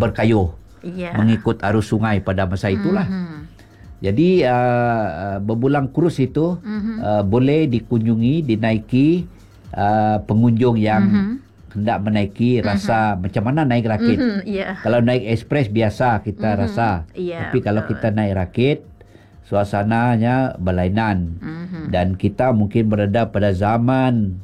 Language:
Malay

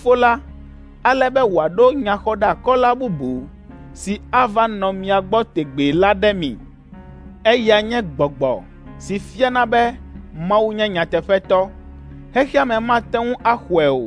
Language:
Ewe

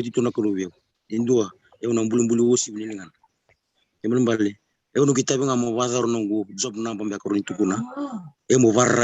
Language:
Fijian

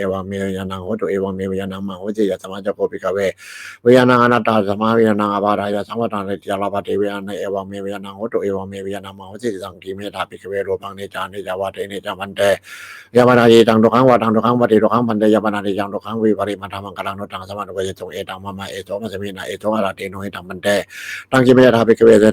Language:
Pali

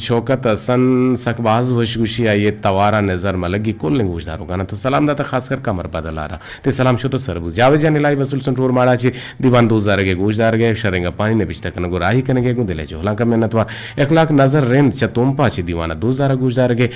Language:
Eastern Balochi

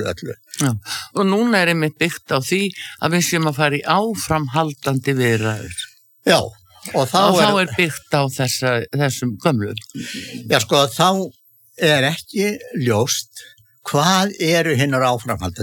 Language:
Icelandic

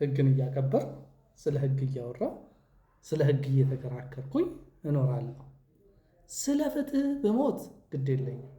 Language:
Amharic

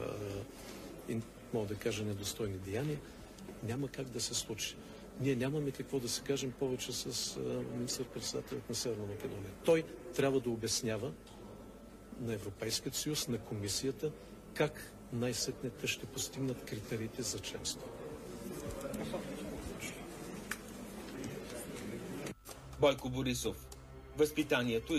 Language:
Bulgarian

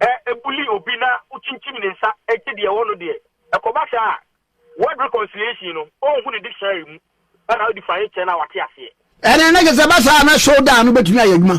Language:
Akan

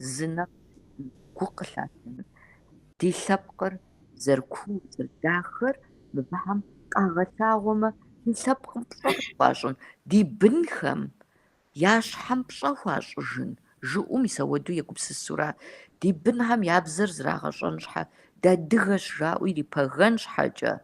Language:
Kabardian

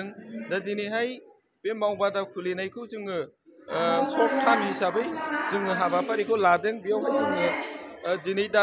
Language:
Bodo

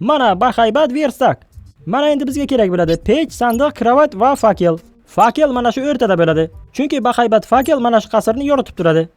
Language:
Uzbek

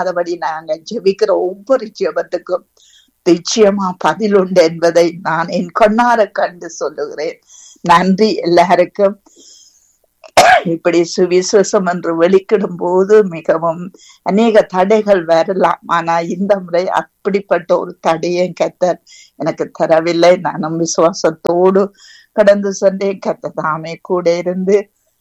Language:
Tamil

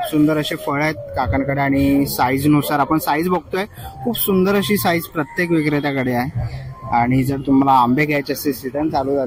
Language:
Marathi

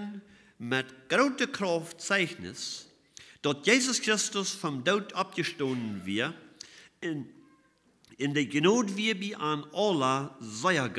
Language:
Plautdietsch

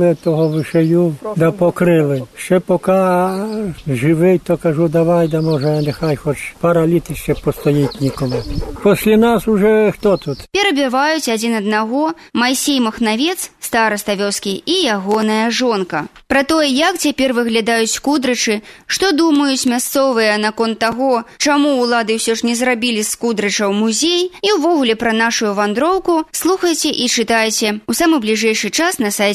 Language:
Belarusian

